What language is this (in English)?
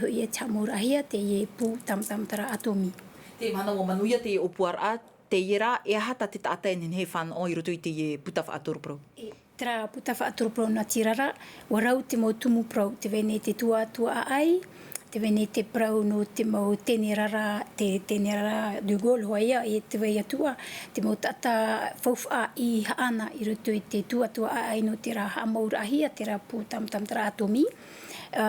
Tahitian